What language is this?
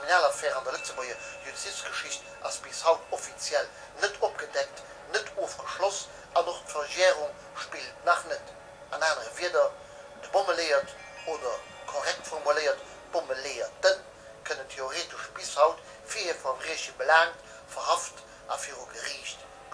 Luxembourgish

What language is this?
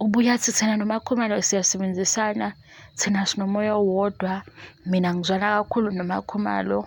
Zulu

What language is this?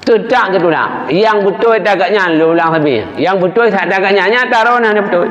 Achinese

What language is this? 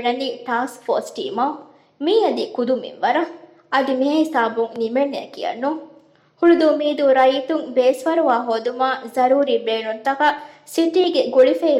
Divehi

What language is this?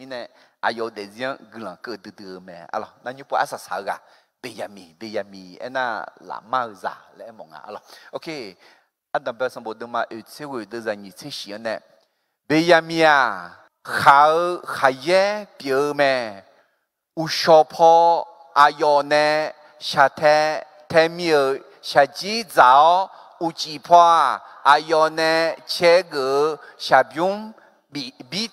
Akha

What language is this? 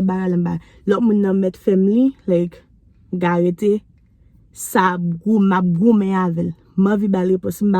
Haitian Creole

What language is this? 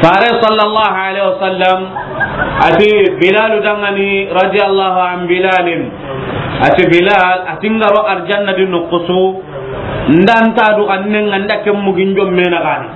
Soninke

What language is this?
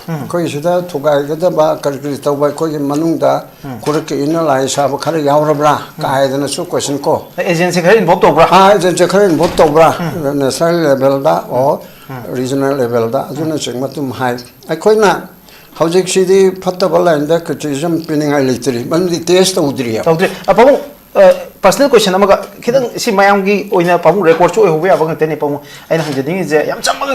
Manipuri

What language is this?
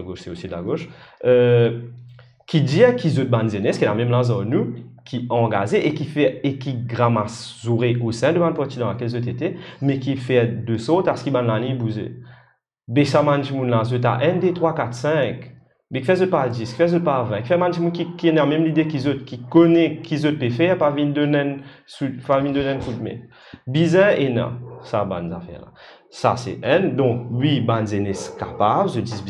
Morisyen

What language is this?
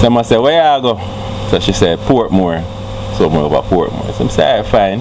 Jamaican Creole English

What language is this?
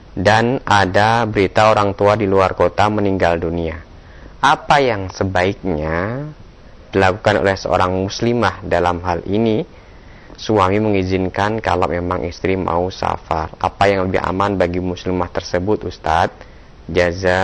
Indonesian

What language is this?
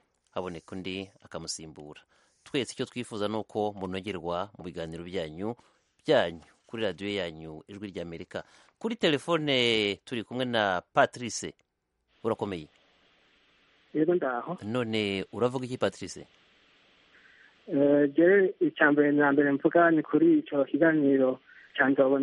Kinyarwanda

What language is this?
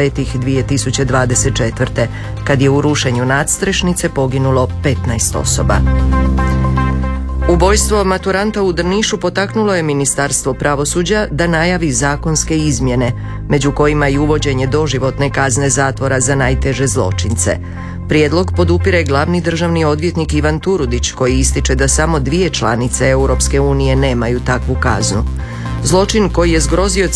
Croatian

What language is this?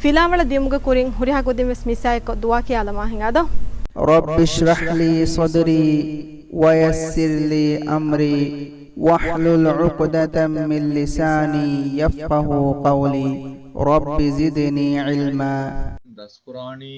Divehi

